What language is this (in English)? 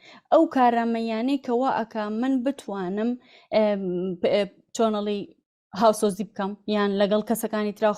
Central Kurdish